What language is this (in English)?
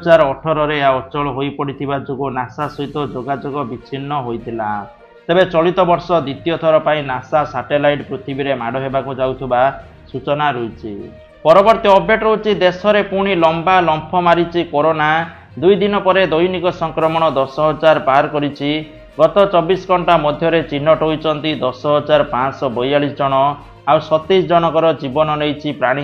Odia